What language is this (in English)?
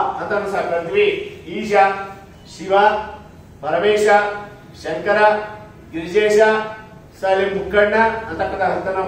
Kannada